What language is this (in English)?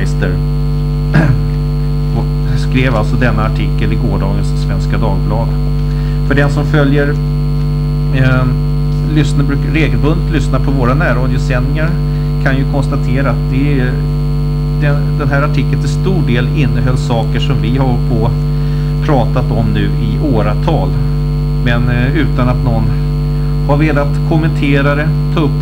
Swedish